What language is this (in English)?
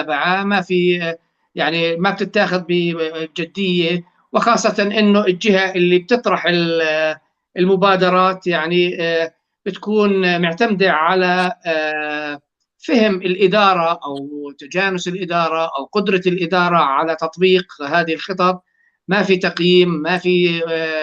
North Levantine Arabic